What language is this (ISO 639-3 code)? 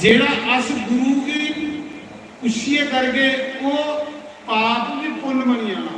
doi